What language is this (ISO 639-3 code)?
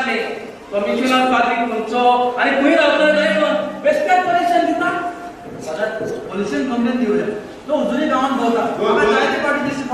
kok